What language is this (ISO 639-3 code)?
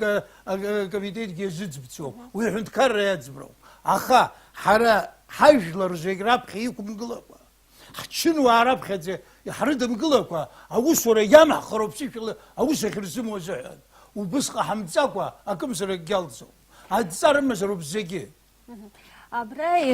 abk